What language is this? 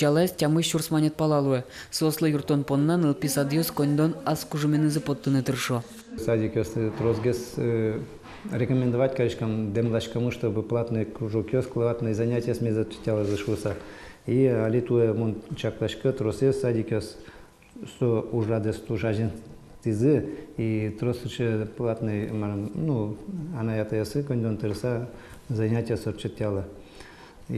Udmurt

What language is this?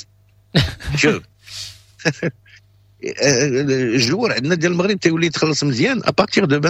Moroccan Arabic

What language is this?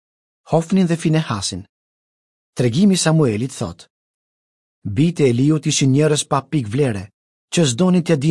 Albanian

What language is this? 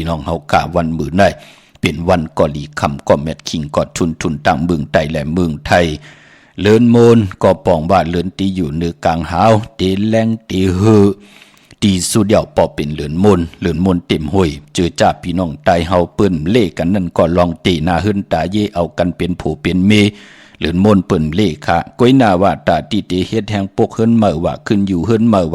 Shan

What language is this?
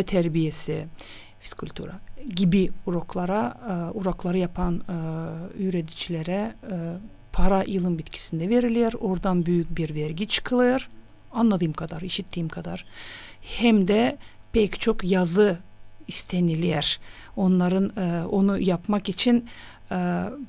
Gagauz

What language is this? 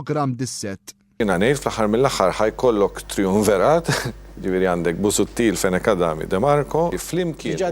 Maltese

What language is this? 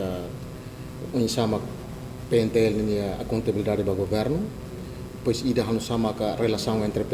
Tetum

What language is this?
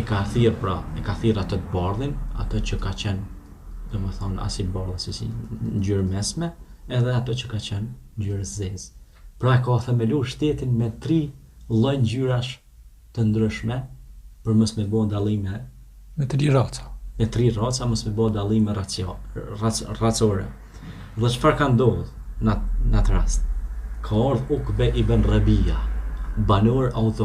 Albanian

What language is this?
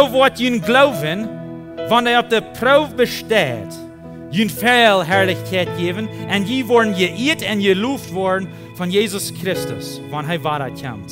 Plautdietsch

